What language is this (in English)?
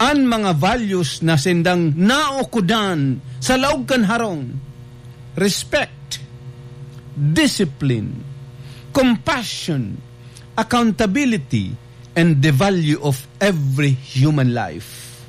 Bikol